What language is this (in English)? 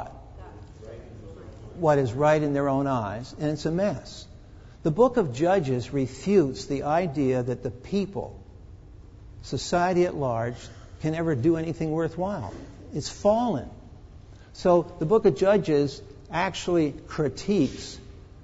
English